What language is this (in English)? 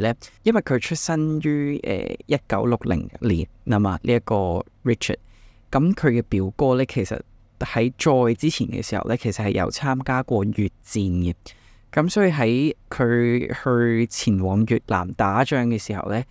Cantonese